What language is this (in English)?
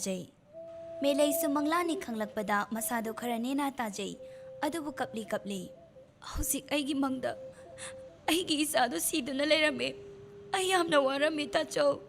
Manipuri